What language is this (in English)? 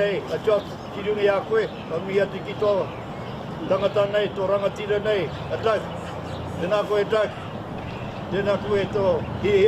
Māori